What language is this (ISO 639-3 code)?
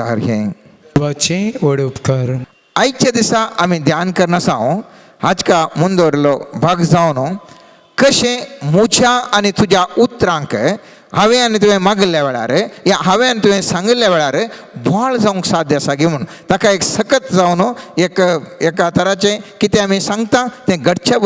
kok